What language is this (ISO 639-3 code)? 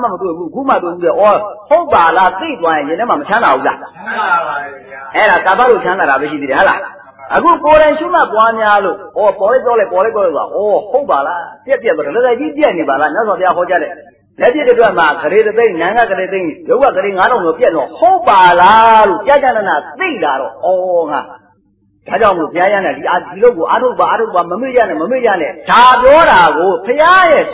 mya